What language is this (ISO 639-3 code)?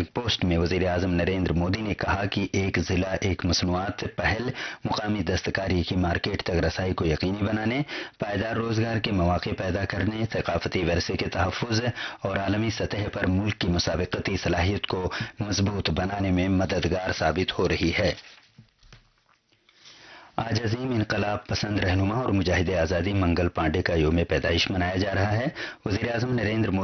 urd